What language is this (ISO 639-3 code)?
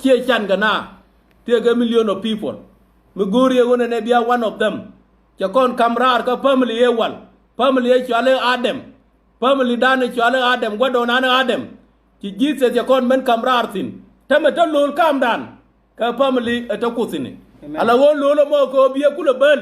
nus